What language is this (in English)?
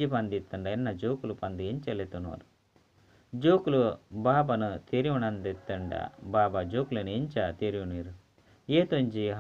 Tulu